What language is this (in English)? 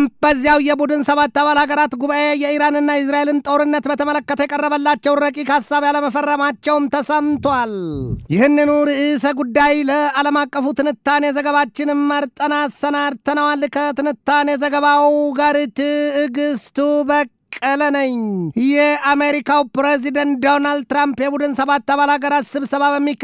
Amharic